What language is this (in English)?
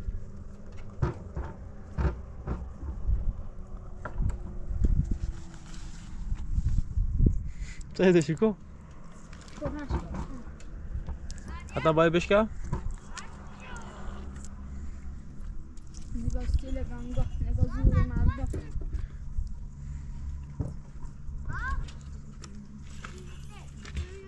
Persian